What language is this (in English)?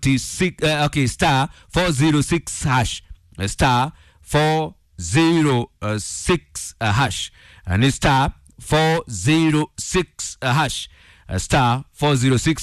Kikuyu